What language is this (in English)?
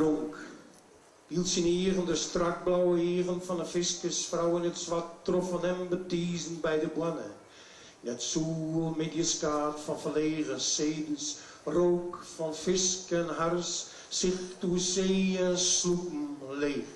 Western Frisian